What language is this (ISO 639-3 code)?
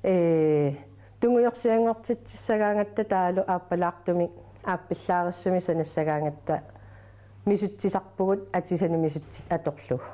kal